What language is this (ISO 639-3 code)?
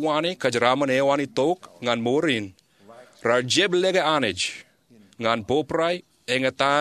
mah